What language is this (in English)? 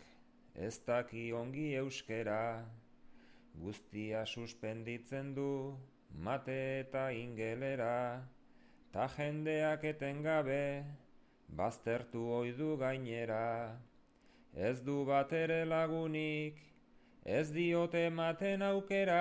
Basque